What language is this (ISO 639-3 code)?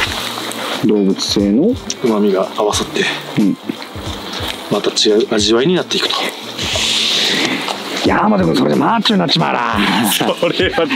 jpn